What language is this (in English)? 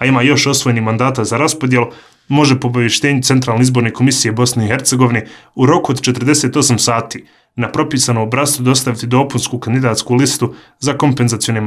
Serbian